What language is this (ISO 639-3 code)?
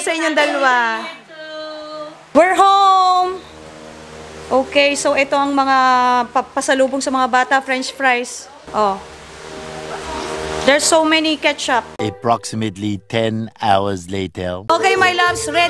fil